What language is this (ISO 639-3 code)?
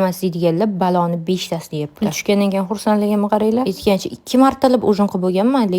uzb